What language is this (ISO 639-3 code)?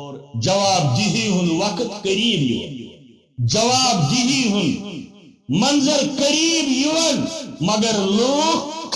kas